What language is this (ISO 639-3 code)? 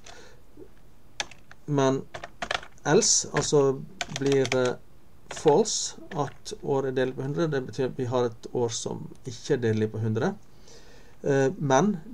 nor